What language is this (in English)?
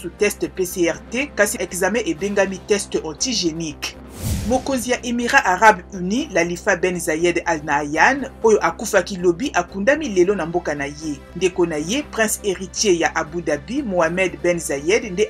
Lingala